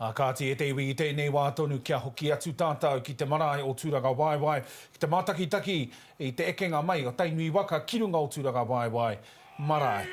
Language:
Māori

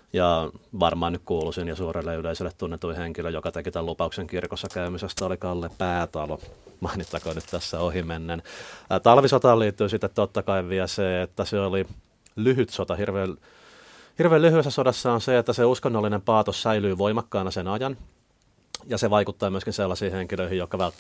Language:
Finnish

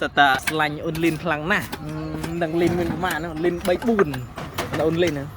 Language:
Khmer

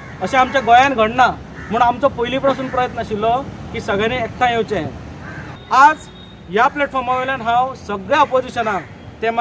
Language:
Konkani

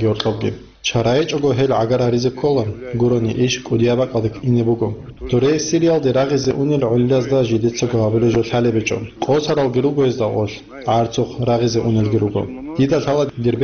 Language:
Avaric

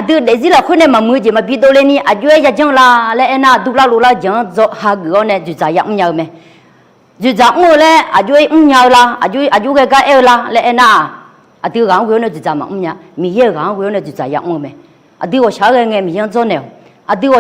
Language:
Akha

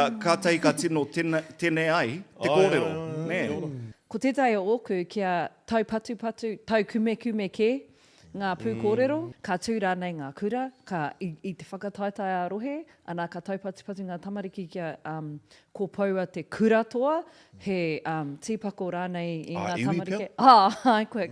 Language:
Māori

